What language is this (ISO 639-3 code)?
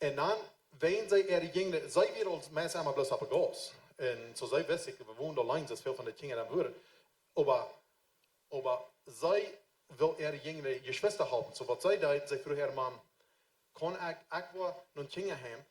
pdt